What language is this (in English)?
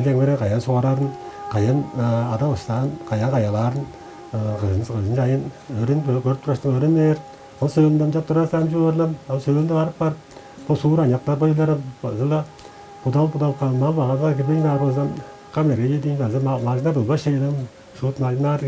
Tuvinian